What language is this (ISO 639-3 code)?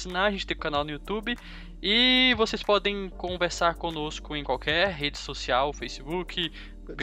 por